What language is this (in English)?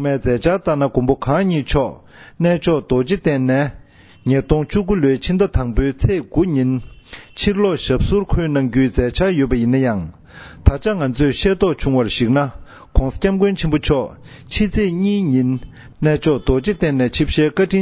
Tibetan